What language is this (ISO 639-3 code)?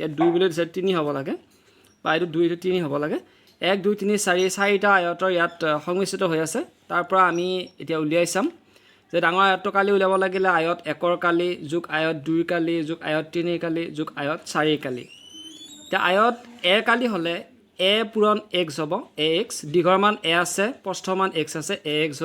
asm